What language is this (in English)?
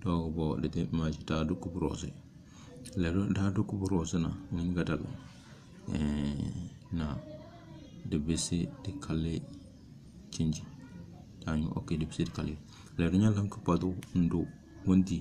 Tem